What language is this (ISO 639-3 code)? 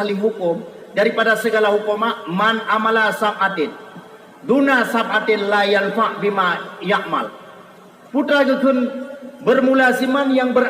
ace